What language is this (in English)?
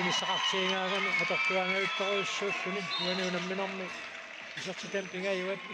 Kalaallisut